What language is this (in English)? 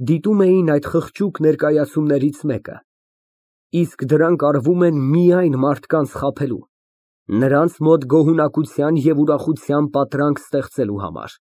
Armenian